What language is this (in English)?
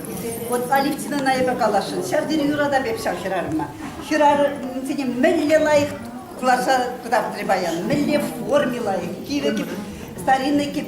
Chuvash